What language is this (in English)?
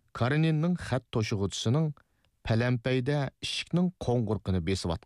Uyghur